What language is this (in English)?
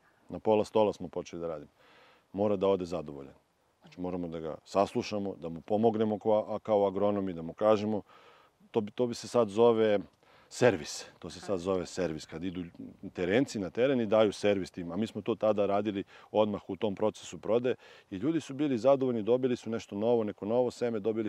Serbian